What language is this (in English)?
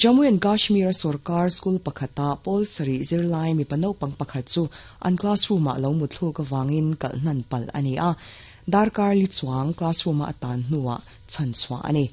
Mizo